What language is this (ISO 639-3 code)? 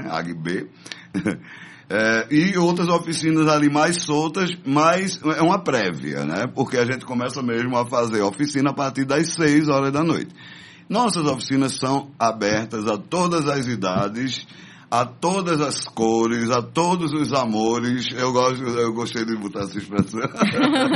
por